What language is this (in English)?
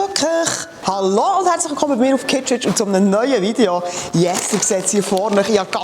Swiss German